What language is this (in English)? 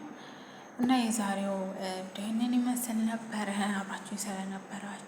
Amharic